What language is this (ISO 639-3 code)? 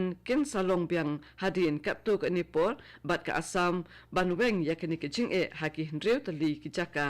kha